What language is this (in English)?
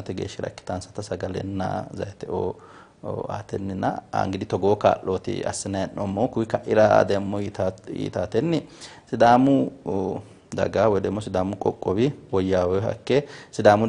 Sidamo